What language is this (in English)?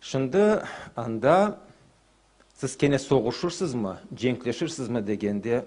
Crimean Tatar